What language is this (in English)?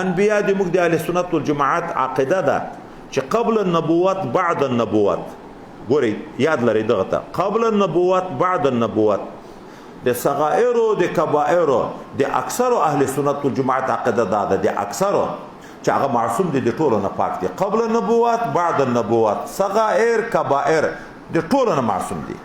Pashto